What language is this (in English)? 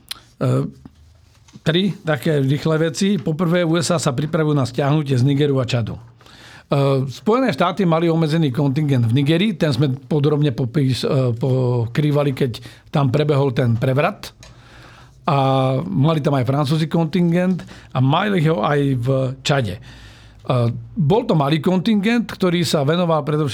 Slovak